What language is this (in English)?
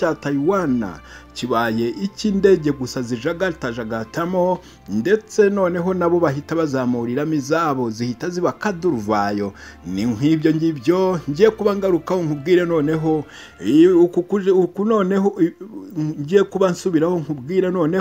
Kinyarwanda